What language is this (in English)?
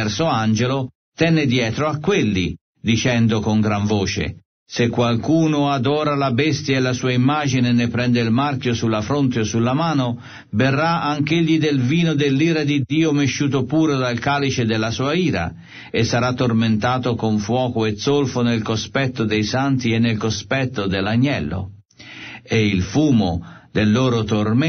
Italian